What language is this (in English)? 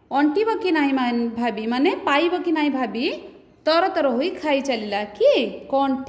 Odia